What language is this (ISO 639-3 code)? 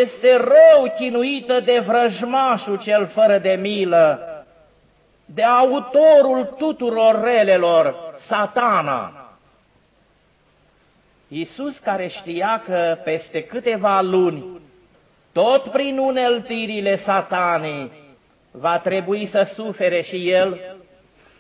ron